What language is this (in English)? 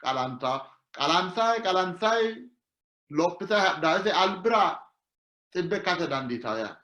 Sidamo